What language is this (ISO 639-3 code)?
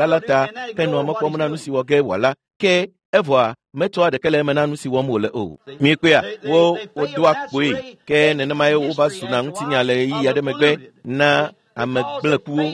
ewe